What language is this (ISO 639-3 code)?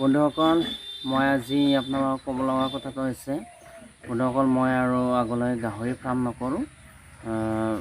asm